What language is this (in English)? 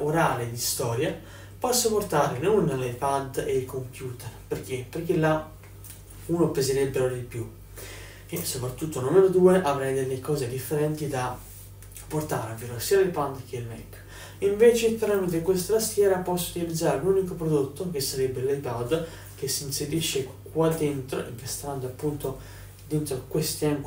Italian